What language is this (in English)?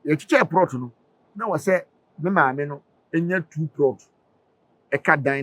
Akan